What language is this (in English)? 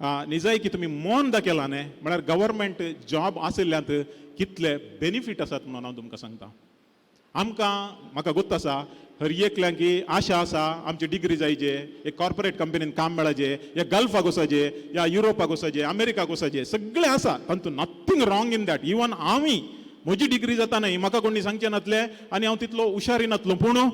Konkani